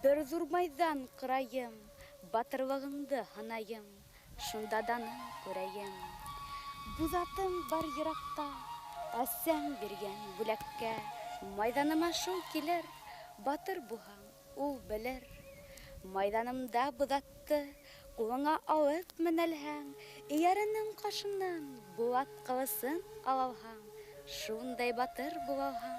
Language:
Bashkir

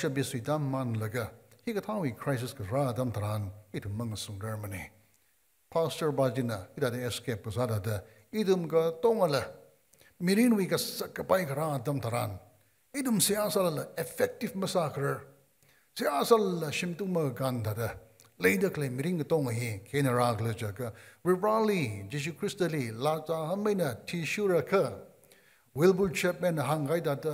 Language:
Tangkhul Naga (India)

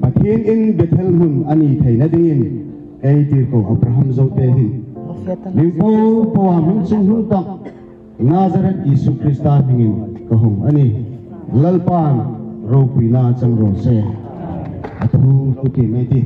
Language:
Hmar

